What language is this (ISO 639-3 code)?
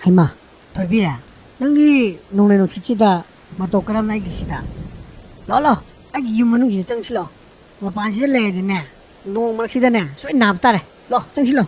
mni